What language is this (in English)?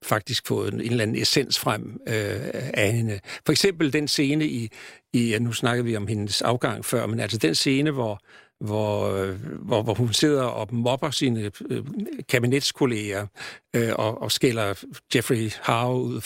Danish